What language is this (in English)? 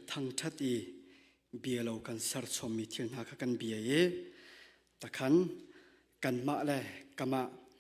Hakha Chin